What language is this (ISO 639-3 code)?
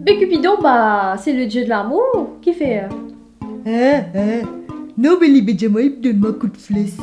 mfe